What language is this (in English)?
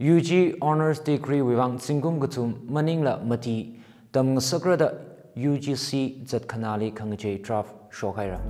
Tangkhul Naga (India)